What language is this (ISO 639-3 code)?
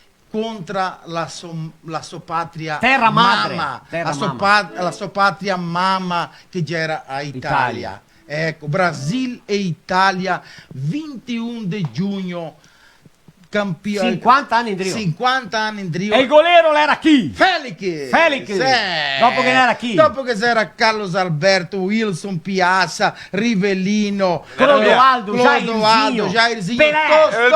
vec